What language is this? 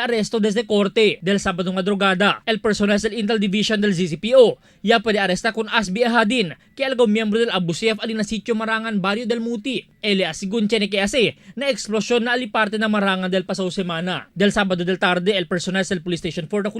Chavacano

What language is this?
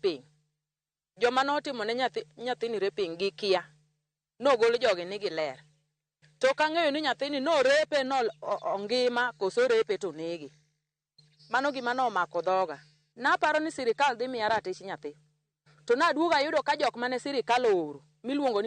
Luo (Kenya and Tanzania)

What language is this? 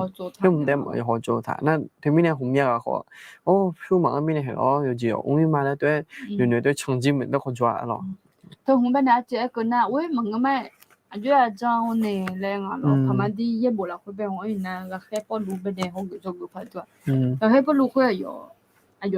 Akha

